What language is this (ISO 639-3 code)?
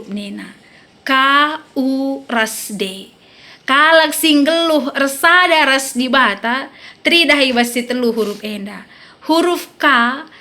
btx